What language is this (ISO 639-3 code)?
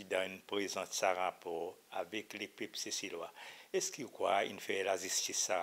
crs